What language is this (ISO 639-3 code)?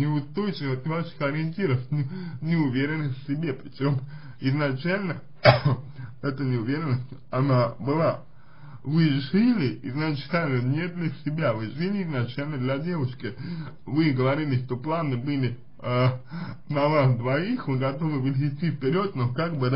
rus